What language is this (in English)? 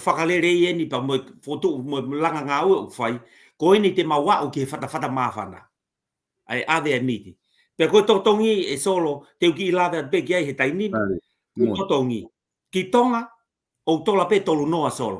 Tongan